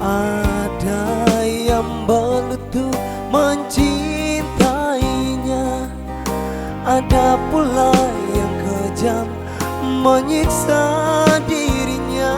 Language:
Ambonese Malay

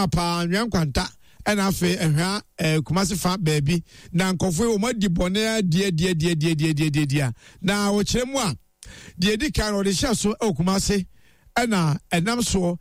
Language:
Akan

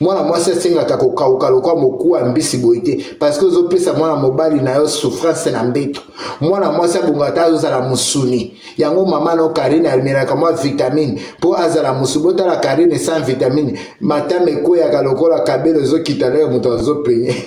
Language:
Lingala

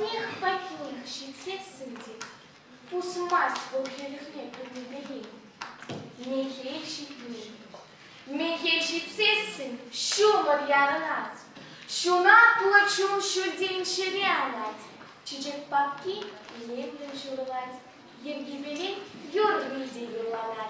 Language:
Chuvash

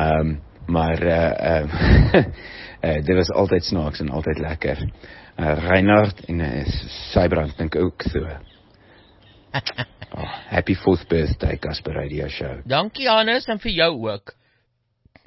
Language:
Afrikaans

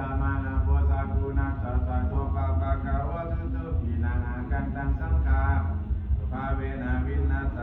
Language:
Pali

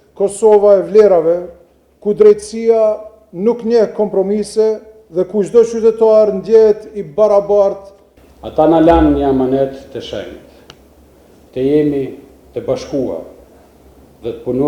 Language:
Albanian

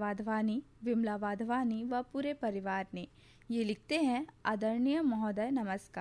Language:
Hindi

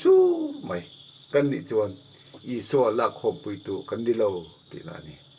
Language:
Mizo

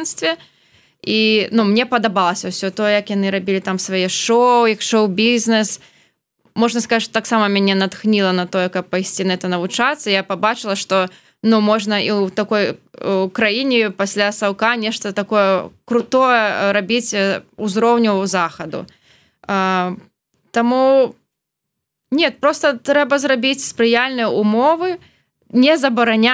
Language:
Belarusian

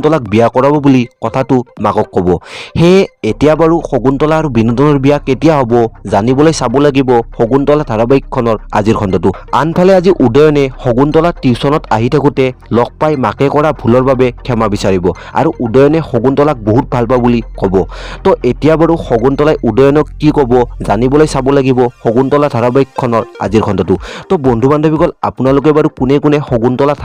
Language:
Assamese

